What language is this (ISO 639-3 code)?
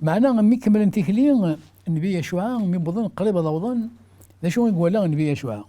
kab